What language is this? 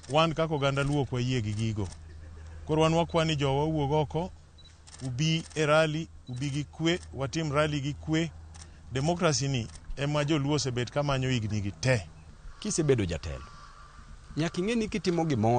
Luo (Kenya and Tanzania)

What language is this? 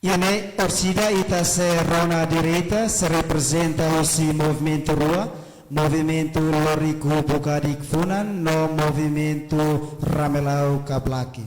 Tetum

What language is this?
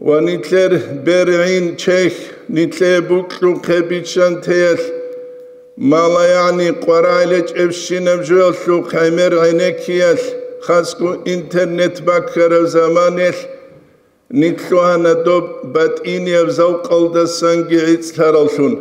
Avaric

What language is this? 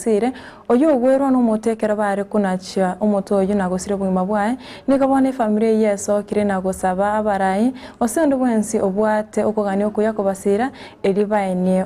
Gusii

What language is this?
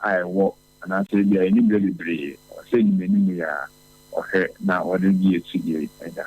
Akan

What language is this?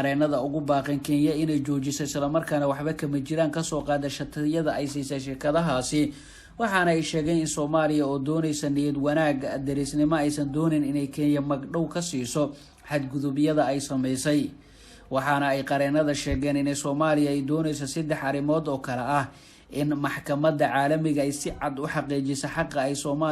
Somali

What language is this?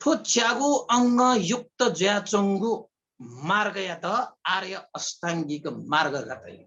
Newari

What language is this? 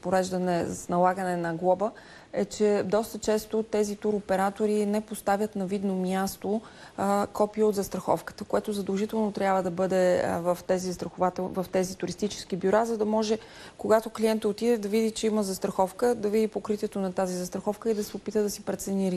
Bulgarian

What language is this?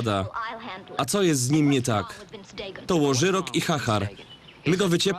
Silesian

